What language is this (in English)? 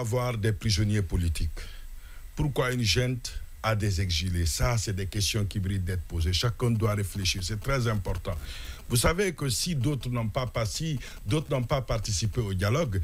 French